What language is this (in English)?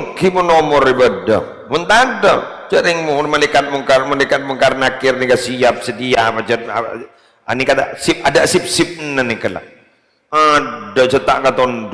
Madurese